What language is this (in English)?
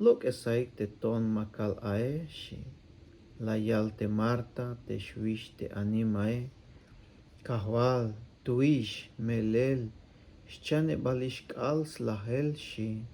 Tzeltal